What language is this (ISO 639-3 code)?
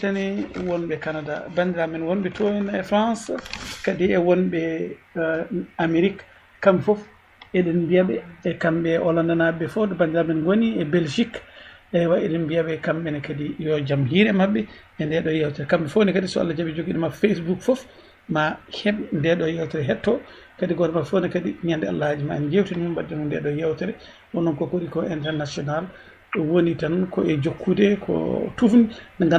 ful